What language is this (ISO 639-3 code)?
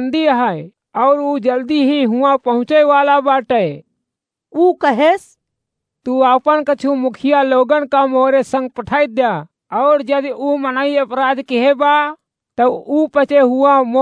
awa